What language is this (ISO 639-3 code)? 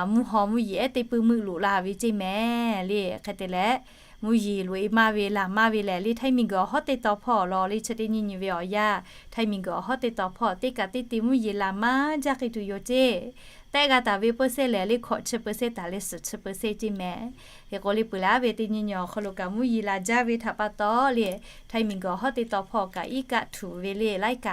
lhu